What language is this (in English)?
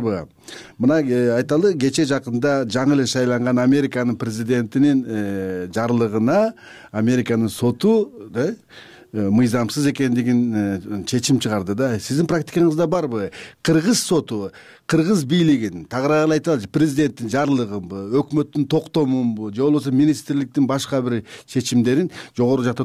Kyrgyz